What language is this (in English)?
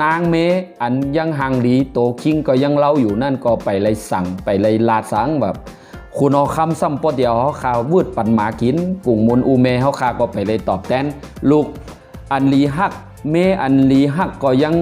Shan